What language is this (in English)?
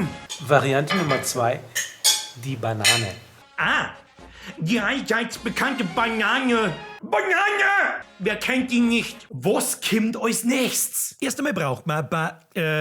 Bavarian